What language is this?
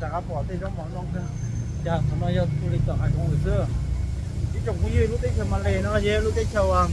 Hmong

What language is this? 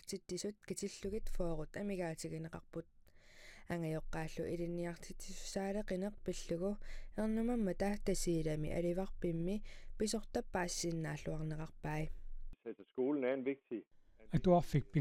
Kalaallisut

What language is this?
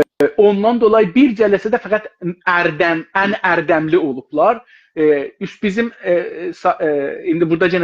South Azerbaijani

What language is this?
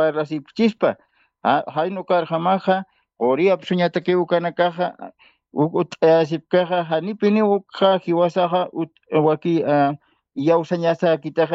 Aymara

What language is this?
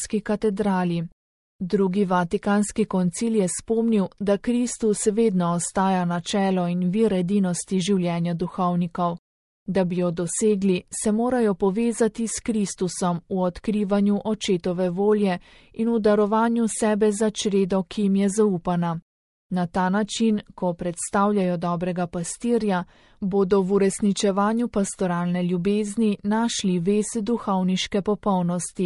Slovenian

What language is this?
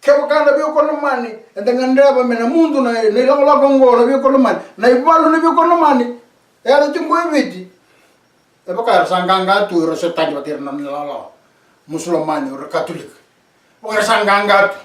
Fijian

